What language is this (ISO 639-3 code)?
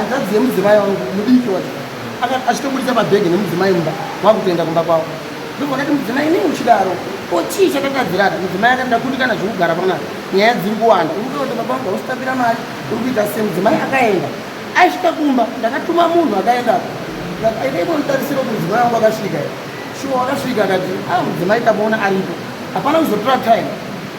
sna